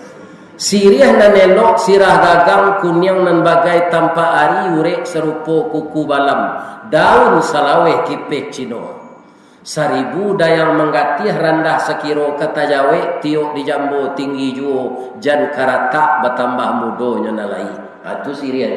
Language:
Minangkabau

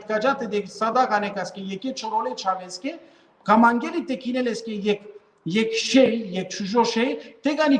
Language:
Balkan Romani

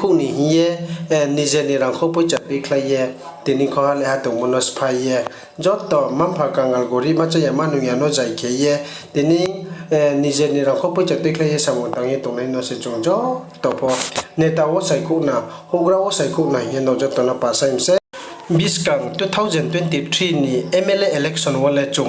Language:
Riang (India)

